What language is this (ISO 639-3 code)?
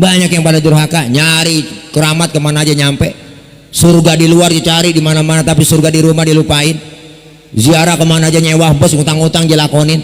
bew